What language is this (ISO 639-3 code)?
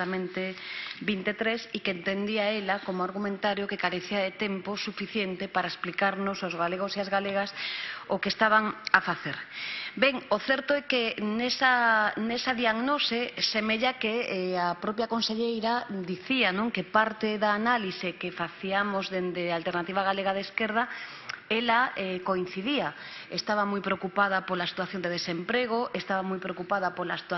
glg